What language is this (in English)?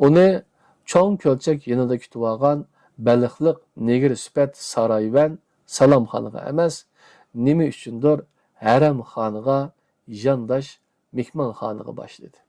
Uyghur